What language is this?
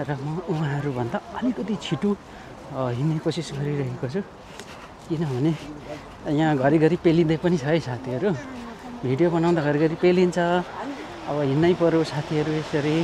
Nepali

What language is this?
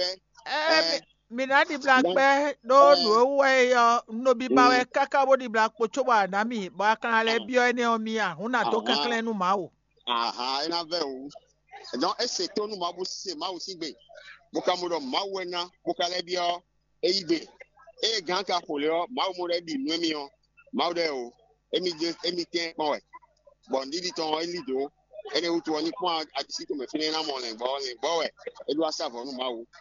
Fon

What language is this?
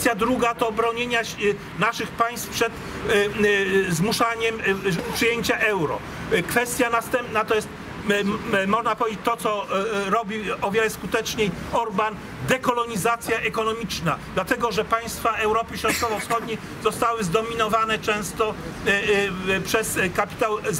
Polish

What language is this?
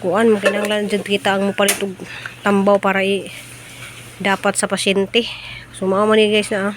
Cebuano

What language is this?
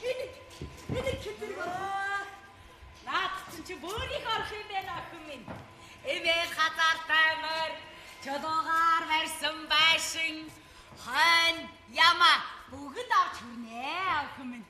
Mongolian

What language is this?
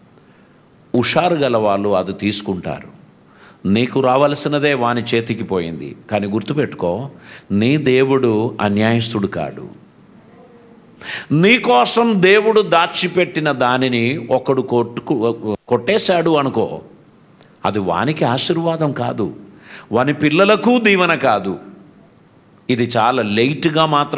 Telugu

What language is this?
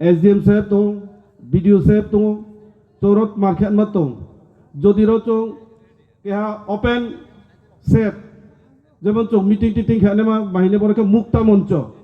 Riang (India)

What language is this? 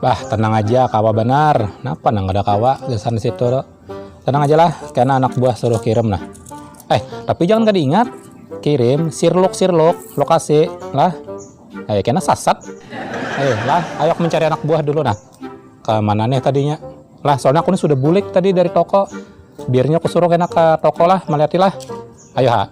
Banjar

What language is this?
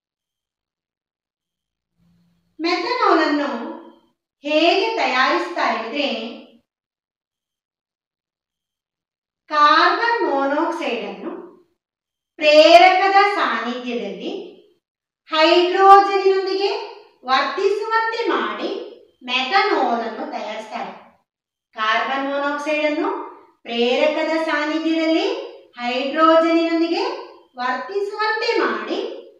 Kannada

